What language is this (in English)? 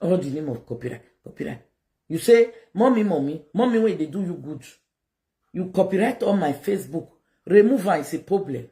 Nigerian Pidgin